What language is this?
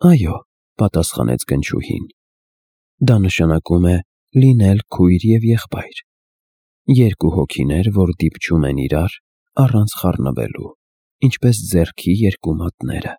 Armenian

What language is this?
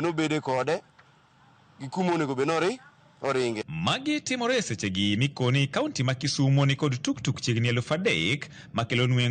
Luo (Kenya and Tanzania)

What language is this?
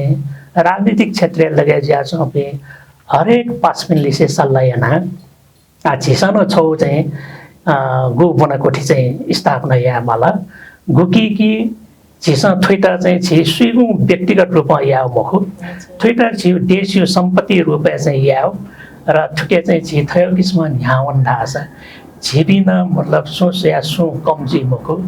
Newari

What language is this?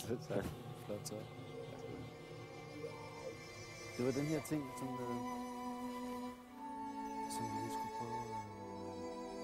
Danish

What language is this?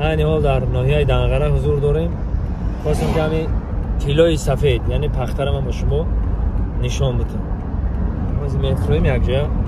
Tajik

